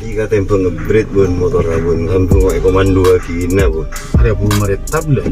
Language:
Madurese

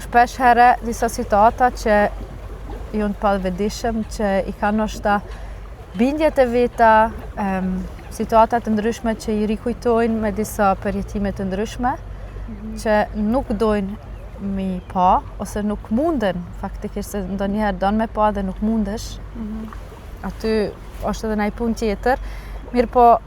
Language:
Albanian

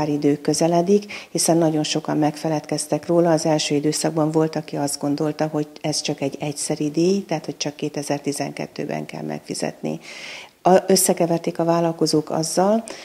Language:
Hungarian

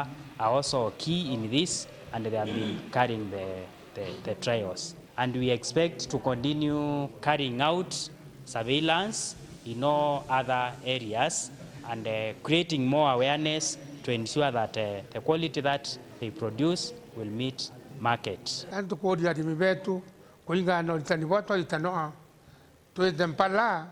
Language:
Meru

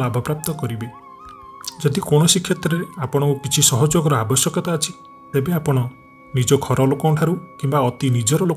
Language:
Odia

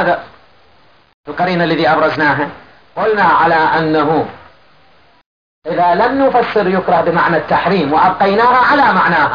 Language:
Arabic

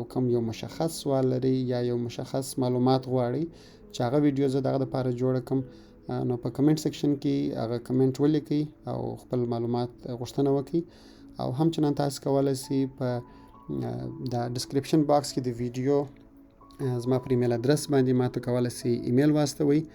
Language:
Pashto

